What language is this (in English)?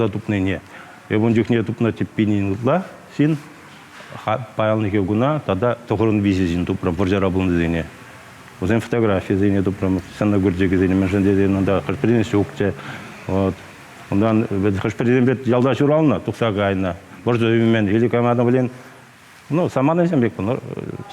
Chuvash